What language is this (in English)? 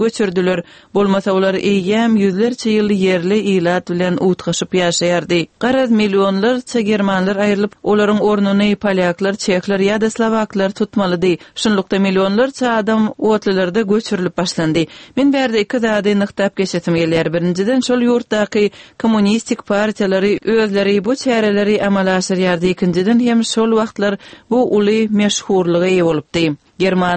Turkmen